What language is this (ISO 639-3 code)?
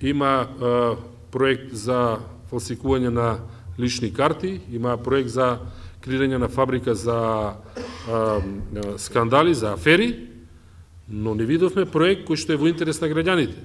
mkd